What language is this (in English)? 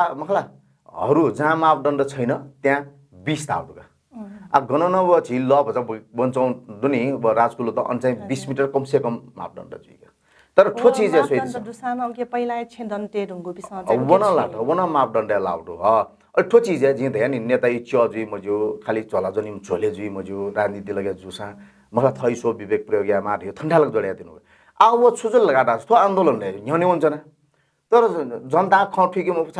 Newari